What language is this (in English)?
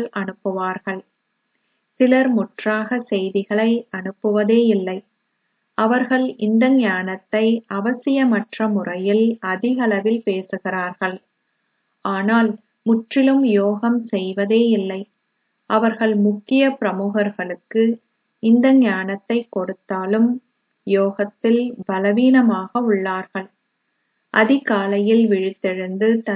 Tamil